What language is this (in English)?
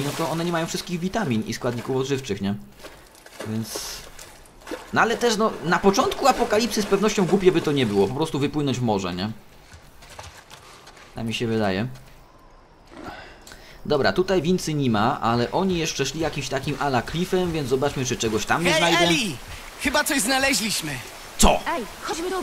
Polish